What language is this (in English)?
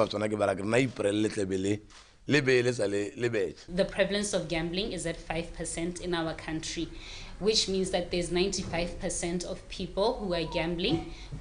Tswana